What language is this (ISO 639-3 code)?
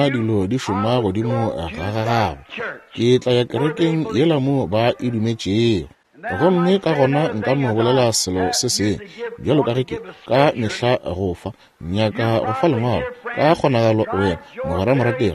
nso